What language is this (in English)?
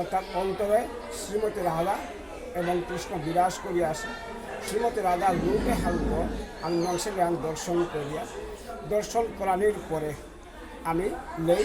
Bishnupriya